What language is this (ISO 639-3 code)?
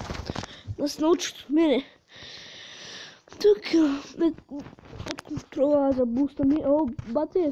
bul